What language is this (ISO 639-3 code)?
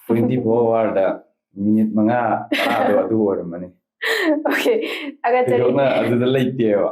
mni